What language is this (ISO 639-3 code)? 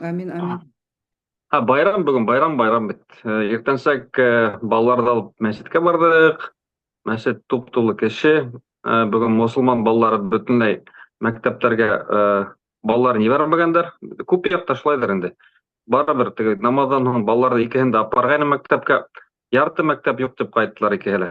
bak